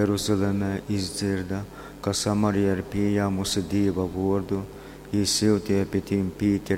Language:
Latgalian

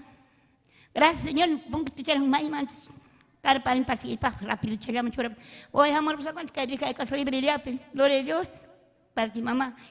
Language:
Ayacucho Quechua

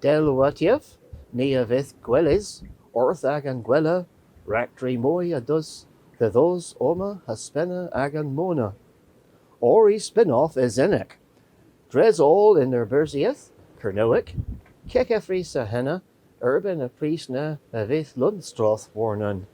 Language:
Cornish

